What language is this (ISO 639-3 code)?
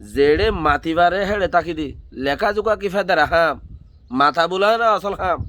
rhg